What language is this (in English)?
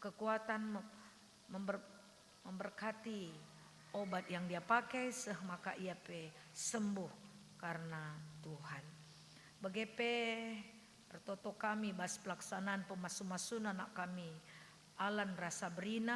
Batak Karo